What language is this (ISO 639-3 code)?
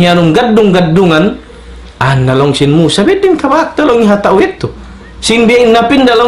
tsg